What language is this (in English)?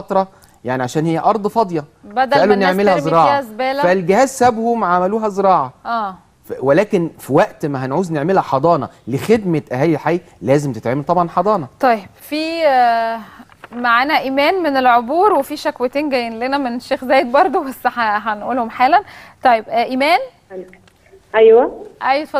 Egyptian Arabic